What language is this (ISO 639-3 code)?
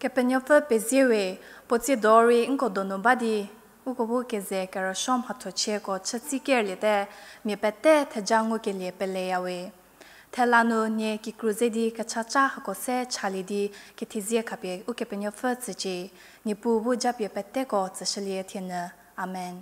njm